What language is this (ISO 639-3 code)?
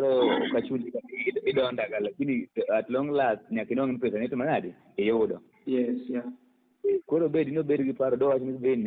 luo